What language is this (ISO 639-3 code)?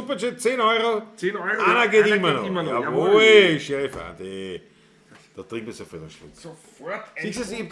bar